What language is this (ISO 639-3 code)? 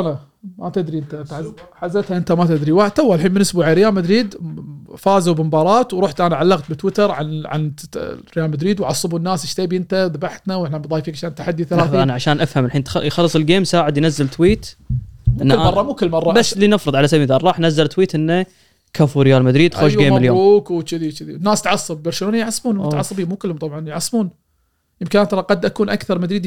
afb